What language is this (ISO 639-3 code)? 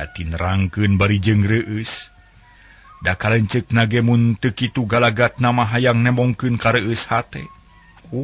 sun